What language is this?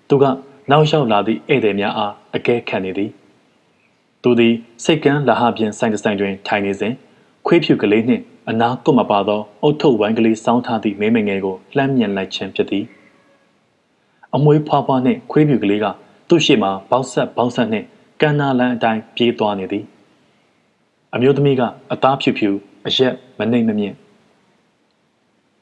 Burmese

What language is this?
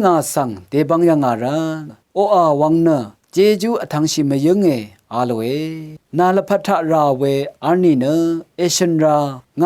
Rawang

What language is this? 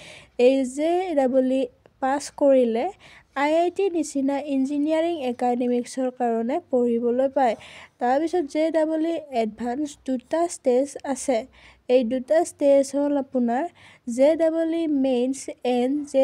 Assamese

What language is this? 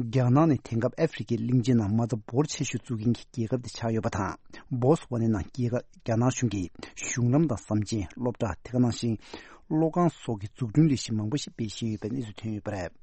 Tibetan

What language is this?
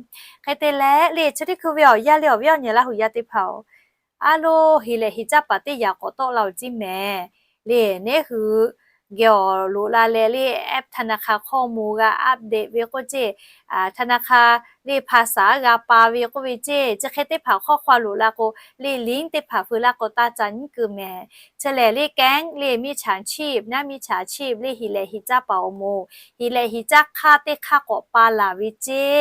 Lahu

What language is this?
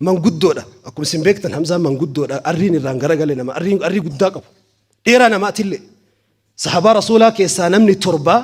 Oromo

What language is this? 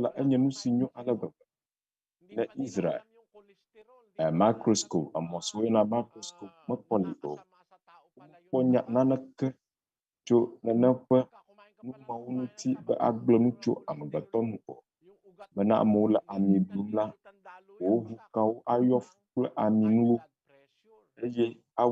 Ewe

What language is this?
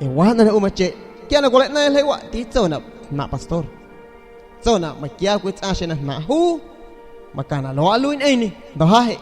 San Pedro Amuzgos Amuzgo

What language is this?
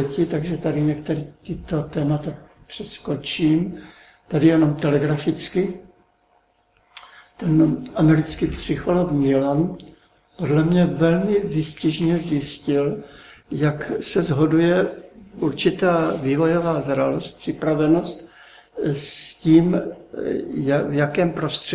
Czech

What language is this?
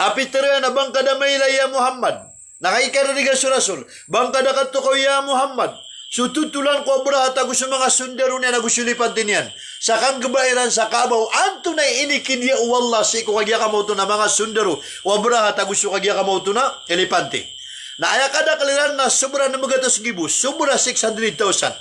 Maranao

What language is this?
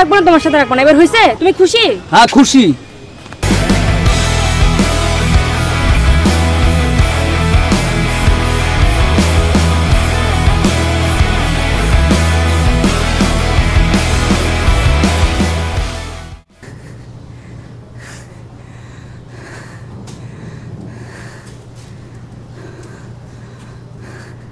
Bangla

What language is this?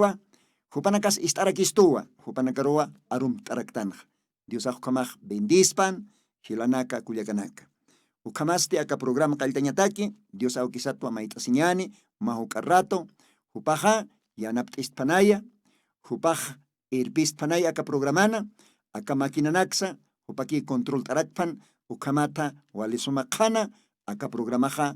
Aymara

